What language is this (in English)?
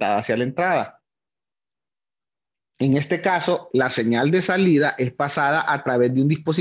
Spanish